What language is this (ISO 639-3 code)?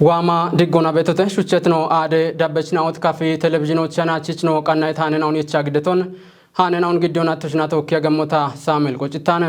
kbr